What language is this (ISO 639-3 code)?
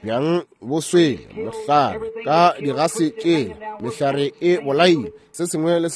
nso